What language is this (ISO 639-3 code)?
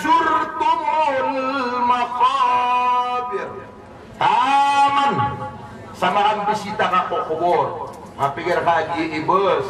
mrw